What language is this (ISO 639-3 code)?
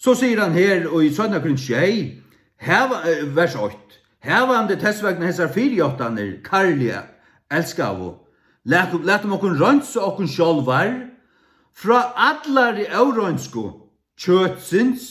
fao